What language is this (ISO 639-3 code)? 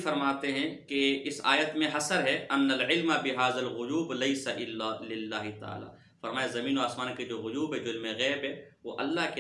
urd